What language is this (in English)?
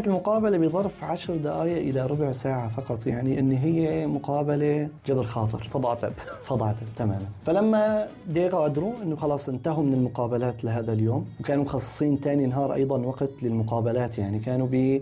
North Levantine Arabic